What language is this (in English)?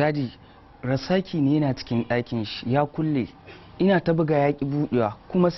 Hausa